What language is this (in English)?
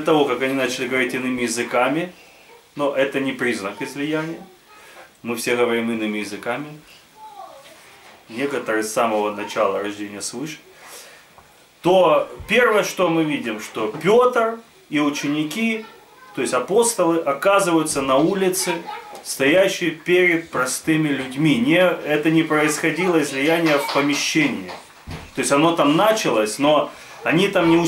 Russian